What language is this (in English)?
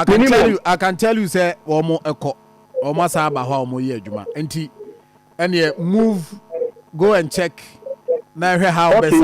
Akan